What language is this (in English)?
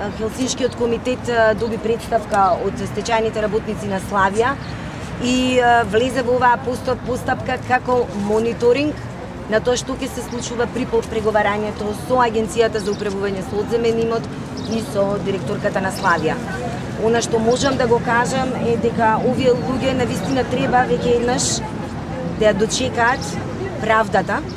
Macedonian